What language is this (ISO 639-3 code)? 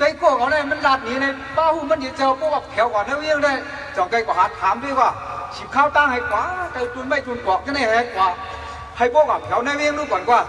shn